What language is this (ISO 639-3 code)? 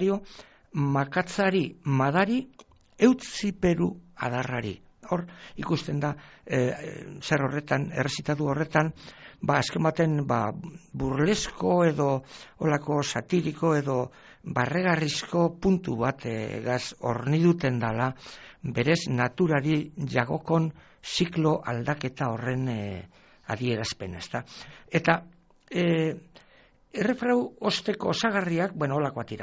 eus